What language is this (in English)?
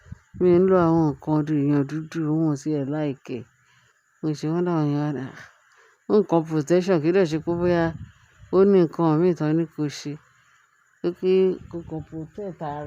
Yoruba